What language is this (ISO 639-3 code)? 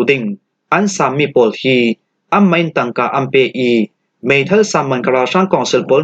cfm